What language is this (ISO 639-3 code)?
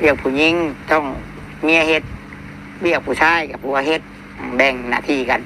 tts